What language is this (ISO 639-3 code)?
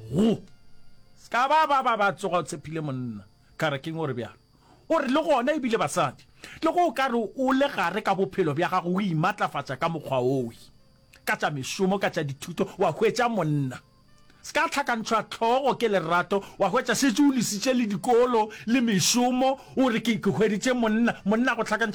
nso